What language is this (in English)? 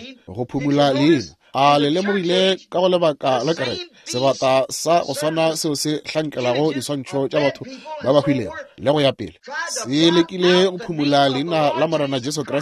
Northern Sotho